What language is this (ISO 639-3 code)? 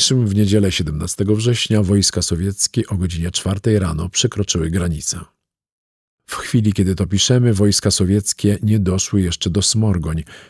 pol